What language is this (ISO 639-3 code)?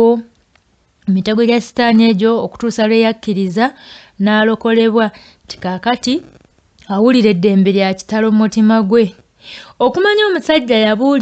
lug